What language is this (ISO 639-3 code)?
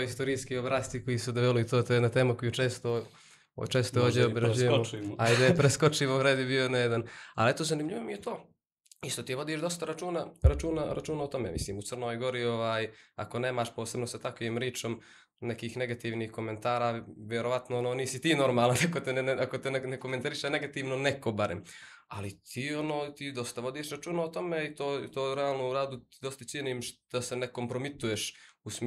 srp